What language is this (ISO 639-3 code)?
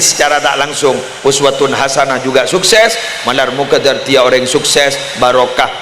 mad